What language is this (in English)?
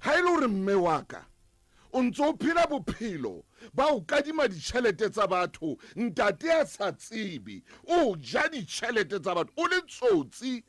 Southern Sotho